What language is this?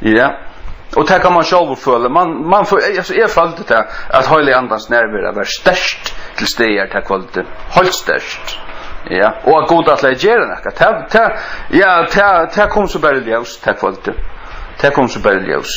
Faroese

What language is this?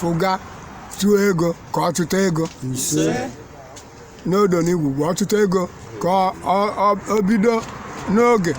Igbo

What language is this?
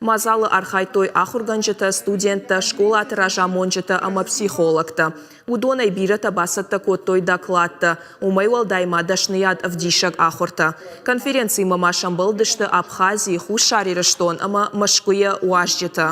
Ossetic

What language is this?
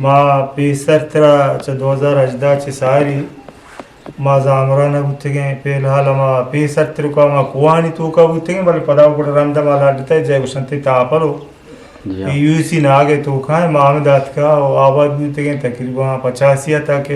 Eastern Balochi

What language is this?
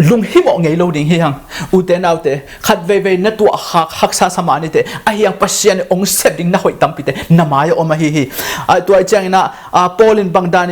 Tedim Chin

